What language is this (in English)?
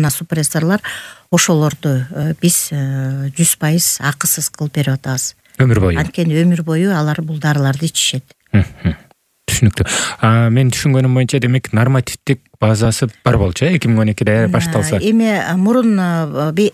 Kyrgyz